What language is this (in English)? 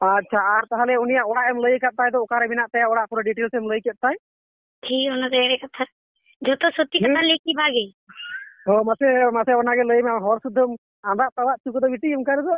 Santali